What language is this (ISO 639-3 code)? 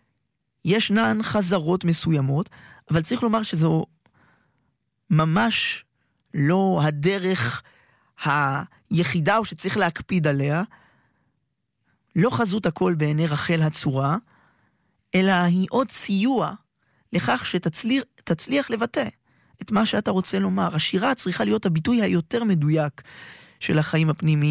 heb